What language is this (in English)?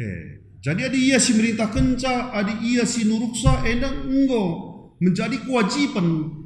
Batak Karo